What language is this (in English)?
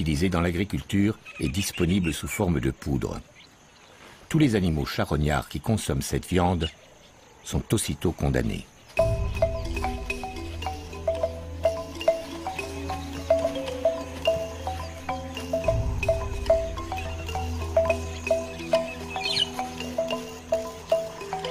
French